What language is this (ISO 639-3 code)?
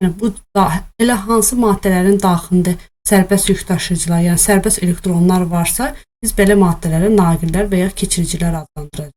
aze